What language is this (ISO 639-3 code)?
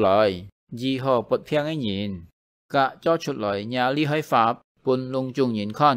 hak